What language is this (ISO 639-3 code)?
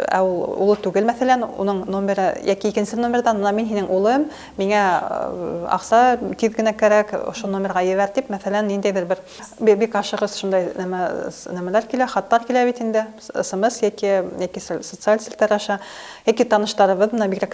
bak